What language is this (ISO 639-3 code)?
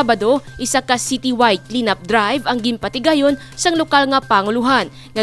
hil